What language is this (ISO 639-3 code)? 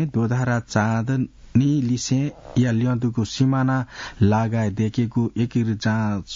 new